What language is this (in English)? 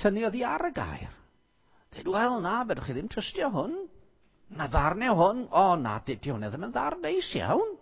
Welsh